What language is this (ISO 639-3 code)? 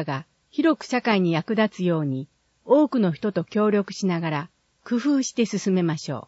jpn